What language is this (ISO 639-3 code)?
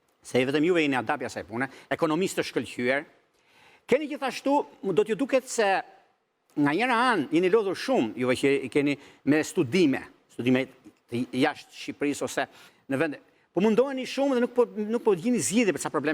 sqi